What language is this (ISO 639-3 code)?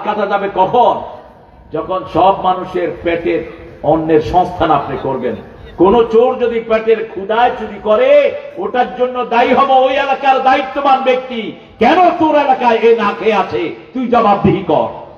ben